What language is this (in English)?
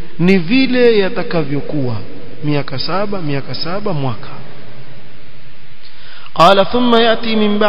Swahili